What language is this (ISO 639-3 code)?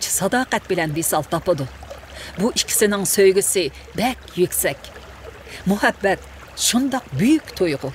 uig